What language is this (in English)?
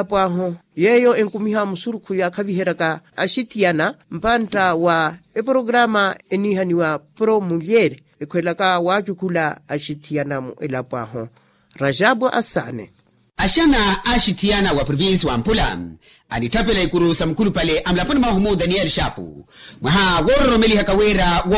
Makhuwa